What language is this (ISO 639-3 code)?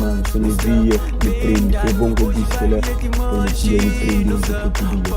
kea